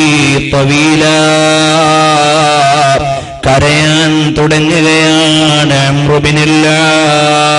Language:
Malayalam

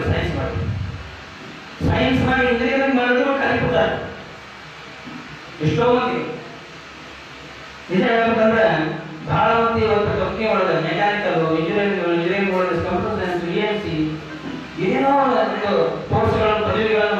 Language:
Kannada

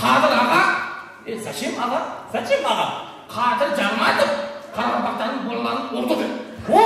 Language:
Kara-Kalpak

